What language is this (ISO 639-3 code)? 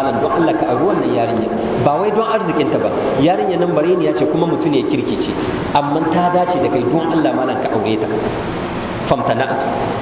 hau